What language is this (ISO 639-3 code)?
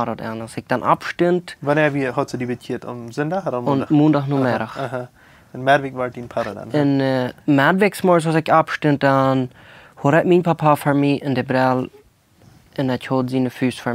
pdt